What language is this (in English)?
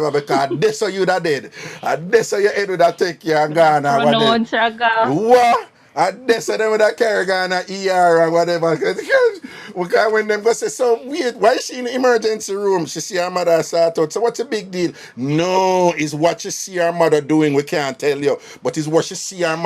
Jamaican Creole English